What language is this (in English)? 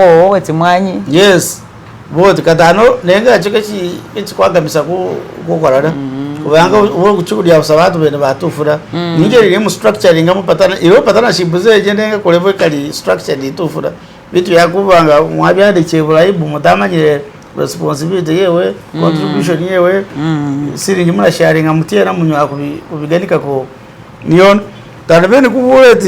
Masaaba